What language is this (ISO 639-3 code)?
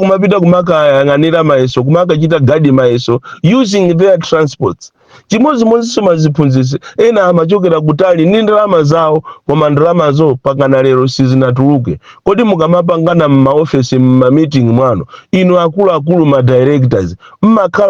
nya